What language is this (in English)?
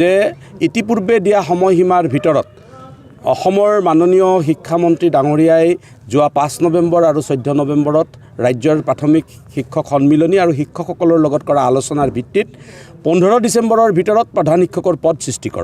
Assamese